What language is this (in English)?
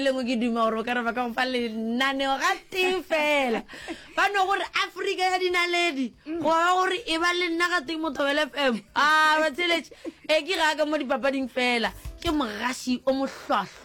Northern Sotho